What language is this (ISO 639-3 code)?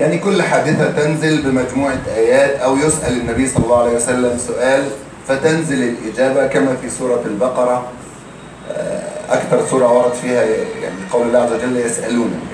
arz